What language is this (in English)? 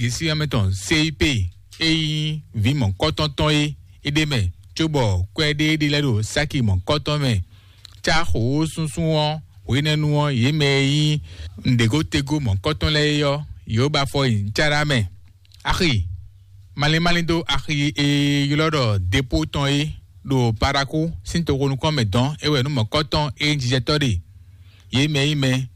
Fon